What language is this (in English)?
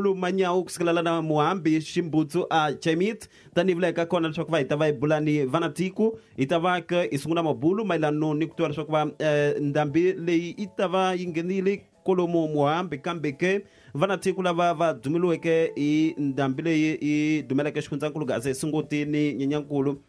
Tsonga